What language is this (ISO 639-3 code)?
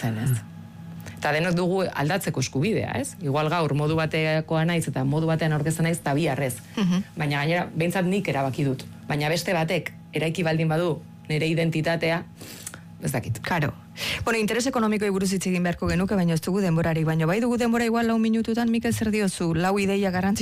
eus